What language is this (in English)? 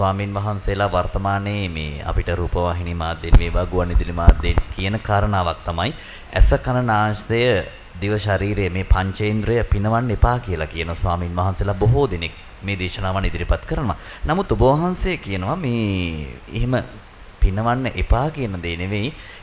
Sinhala